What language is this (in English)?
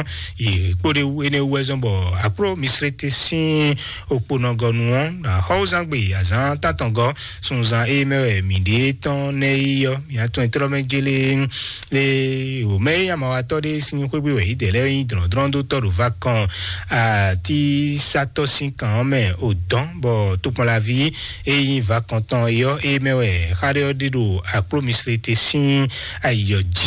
Fon